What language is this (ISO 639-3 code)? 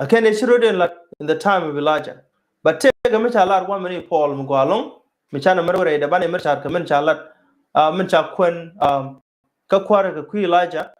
nus